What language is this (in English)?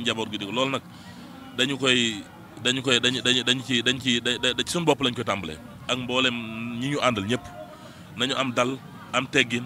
Wolof